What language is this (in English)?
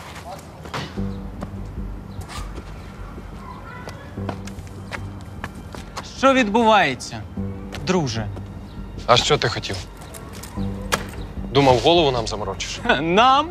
Ukrainian